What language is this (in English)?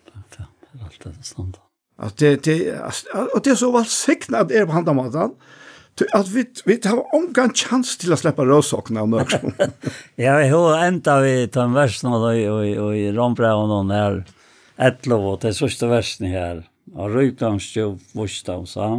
Faroese